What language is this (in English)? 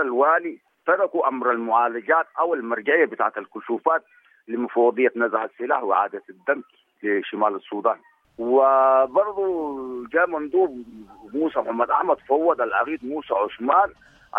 Sudanese Arabic